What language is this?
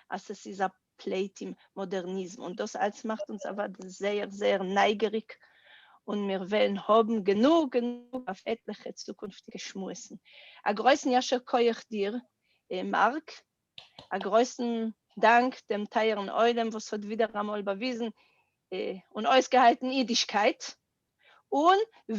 Yiddish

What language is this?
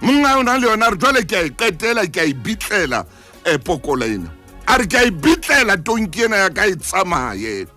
Southern Sotho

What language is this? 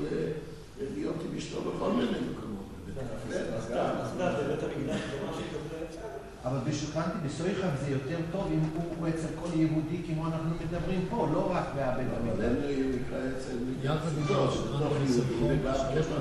Hebrew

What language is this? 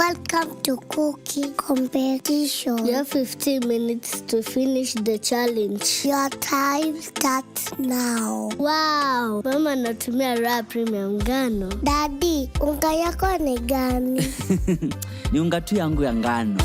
Meru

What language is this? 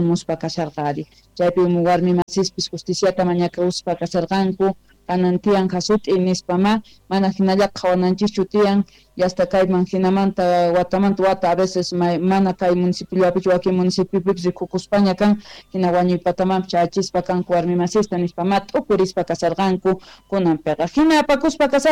South Bolivian Quechua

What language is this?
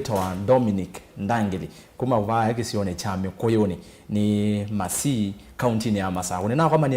Kamba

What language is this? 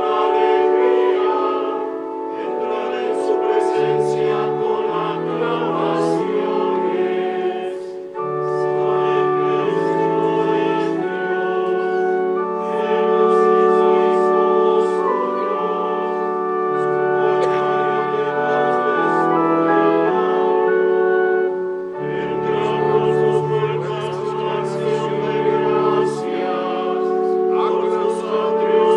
Spanish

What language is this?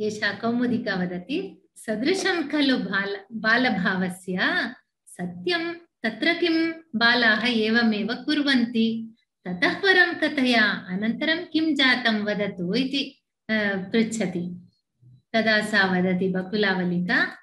Sanskrit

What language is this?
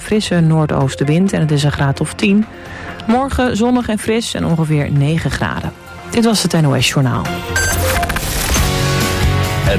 Dutch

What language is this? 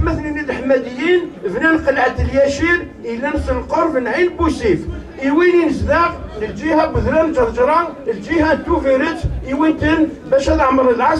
Kabyle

